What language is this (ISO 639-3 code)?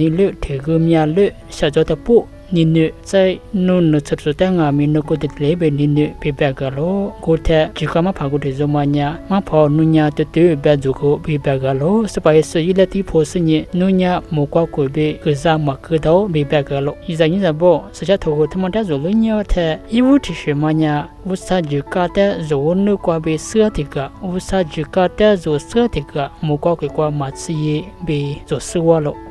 lis